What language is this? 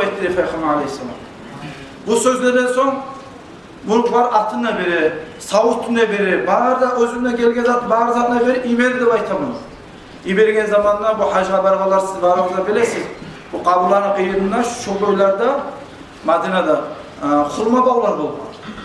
Kumyk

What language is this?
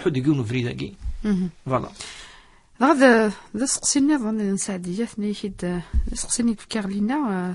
Kabyle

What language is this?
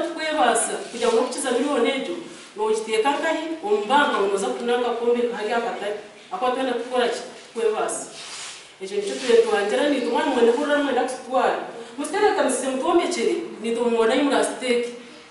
Nyankole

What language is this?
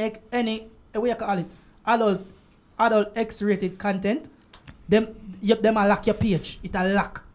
Jamaican Creole English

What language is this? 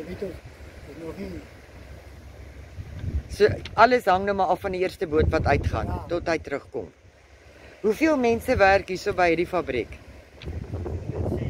Afrikaans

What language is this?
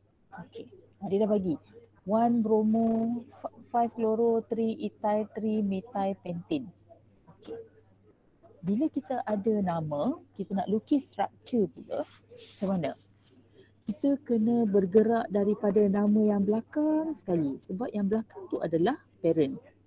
Malay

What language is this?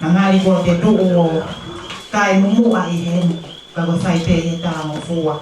Tongan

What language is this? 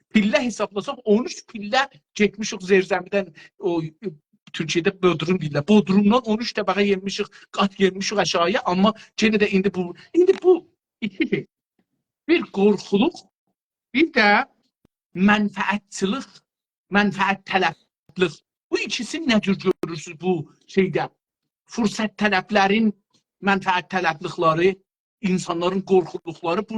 South Azerbaijani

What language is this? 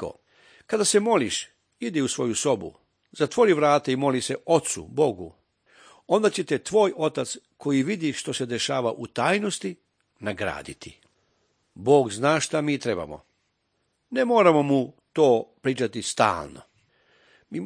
Serbian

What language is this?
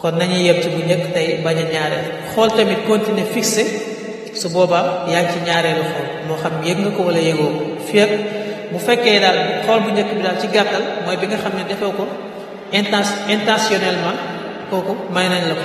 Wolof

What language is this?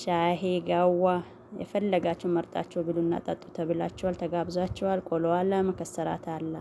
Amharic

